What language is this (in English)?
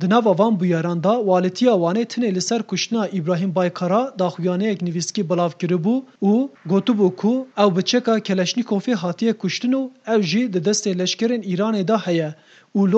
Kurdish